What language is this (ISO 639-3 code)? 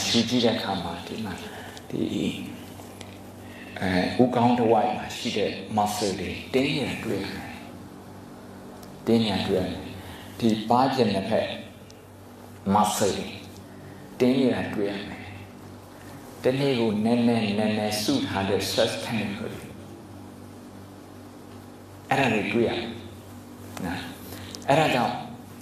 mya